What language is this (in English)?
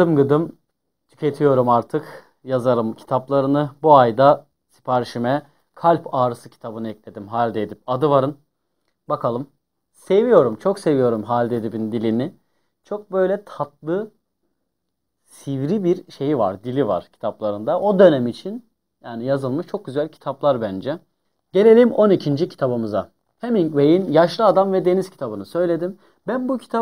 Turkish